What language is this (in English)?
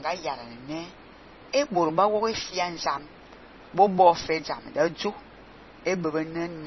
Fang